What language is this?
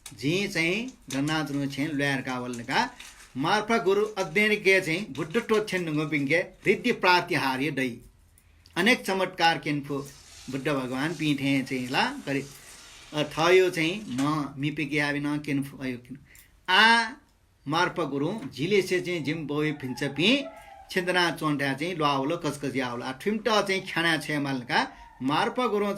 Newari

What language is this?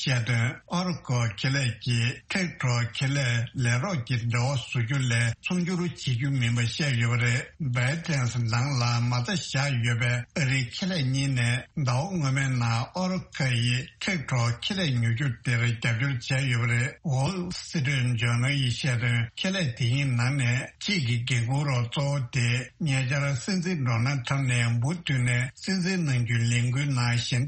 Tibetan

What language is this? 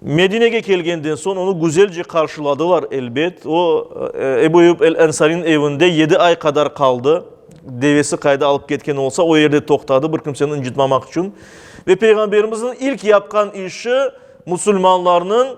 Crimean Tatar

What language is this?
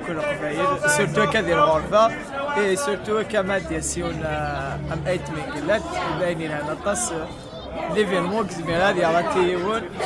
Kabyle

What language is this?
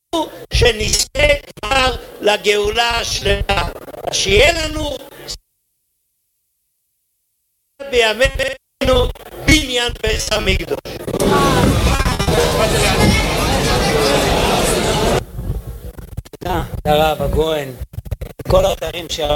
Hebrew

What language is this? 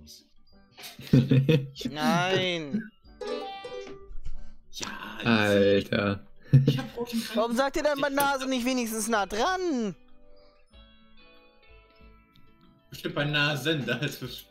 German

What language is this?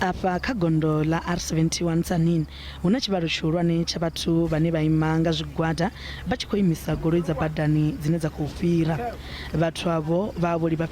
Venda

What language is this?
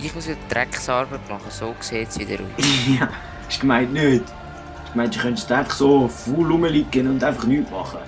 Swiss German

